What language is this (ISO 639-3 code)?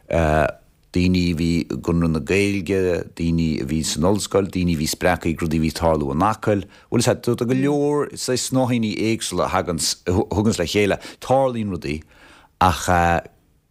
gle